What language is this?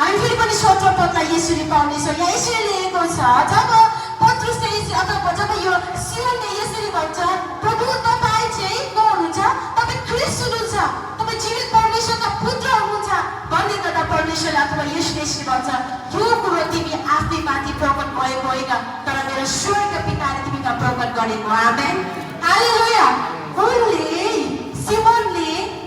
Nepali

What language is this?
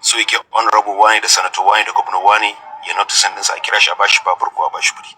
Hausa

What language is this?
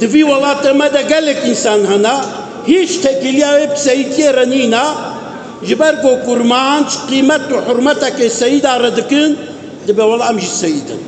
Kurdish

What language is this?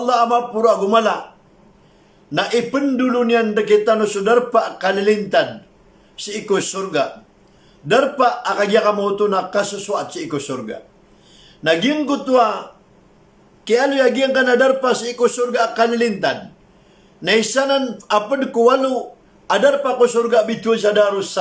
Maranao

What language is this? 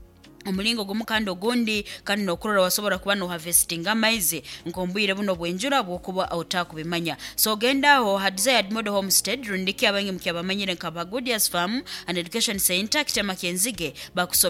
Nyoro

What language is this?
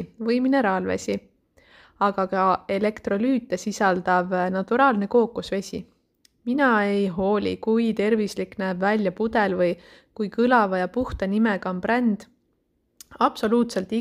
Estonian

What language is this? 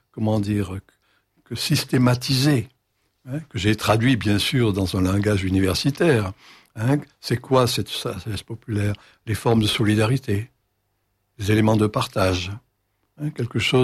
French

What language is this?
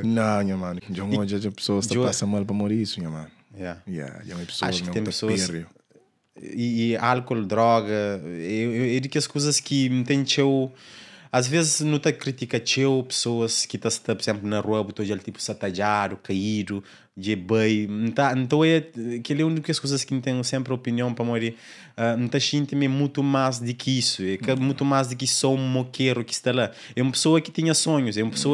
Kabuverdianu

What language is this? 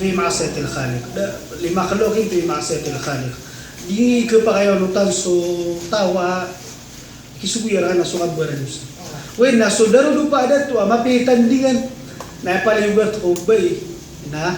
Maranao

